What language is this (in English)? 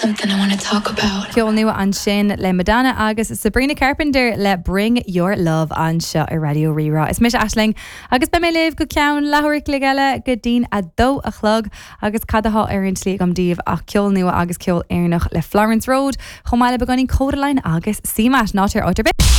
Irish